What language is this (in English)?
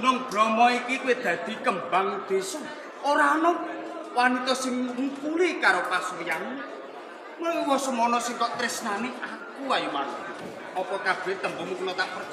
Javanese